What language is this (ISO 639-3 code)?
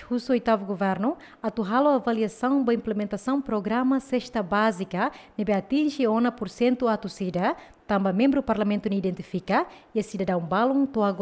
tet